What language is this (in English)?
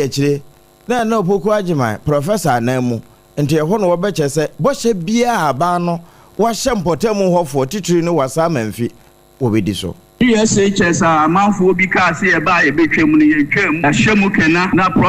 Akan